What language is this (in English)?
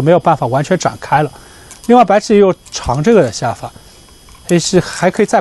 Chinese